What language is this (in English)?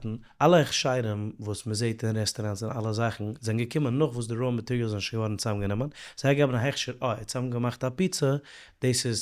Yiddish